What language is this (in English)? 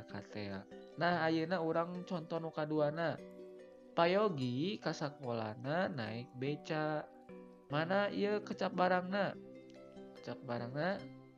Sundanese